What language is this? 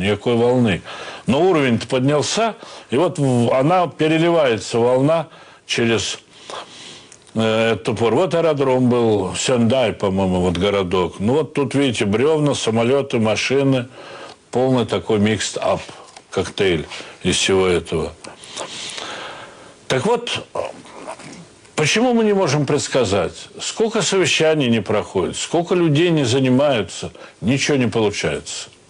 Russian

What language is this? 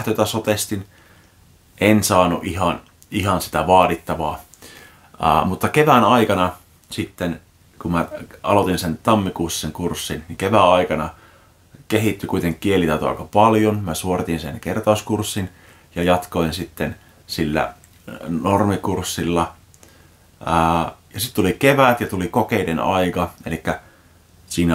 Finnish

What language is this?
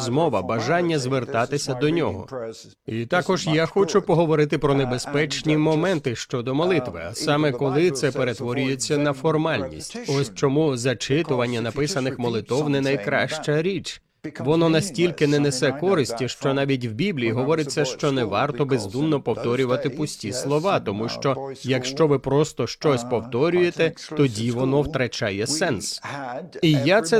Ukrainian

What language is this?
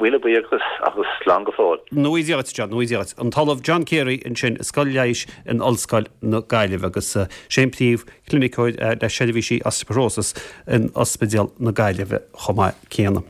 Irish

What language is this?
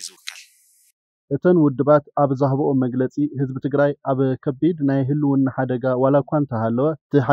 Tigrinya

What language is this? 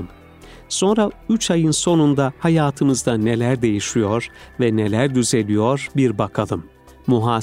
Turkish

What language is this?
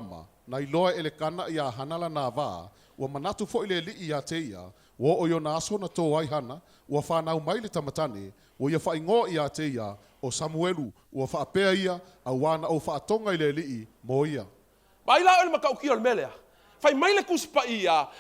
Samoan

